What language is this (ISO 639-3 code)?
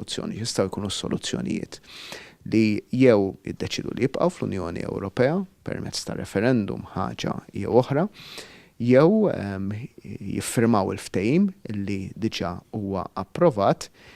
mlt